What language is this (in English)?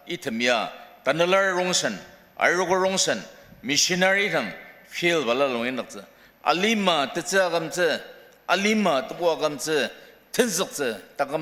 Ao Naga